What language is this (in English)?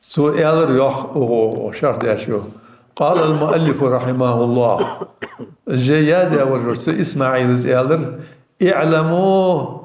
Ingush